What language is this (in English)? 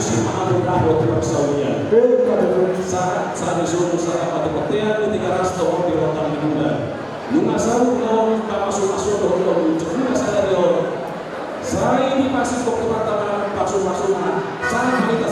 Batak Toba